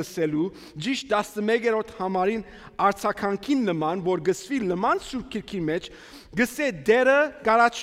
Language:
Armenian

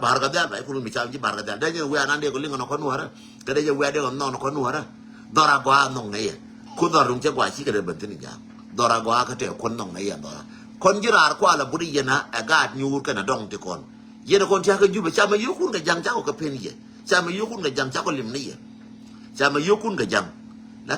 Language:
Nuer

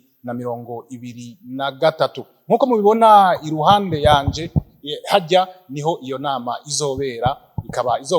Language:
Rundi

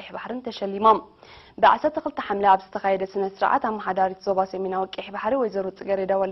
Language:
Tigrinya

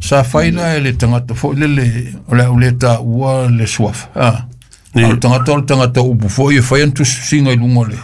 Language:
Samoan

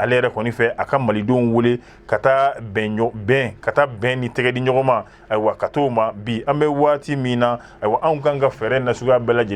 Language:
Bambara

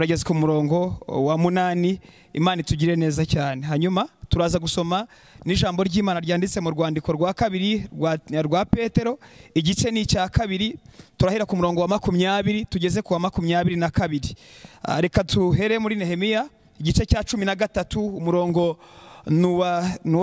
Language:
Kinyarwanda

